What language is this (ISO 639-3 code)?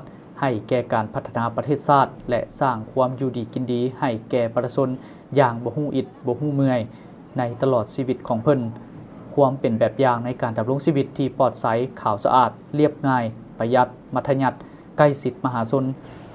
lao